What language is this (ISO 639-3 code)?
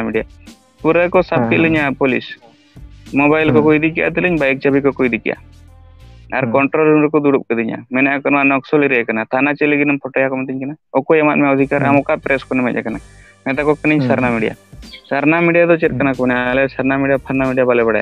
sat